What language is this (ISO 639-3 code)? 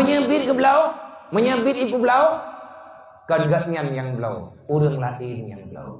ace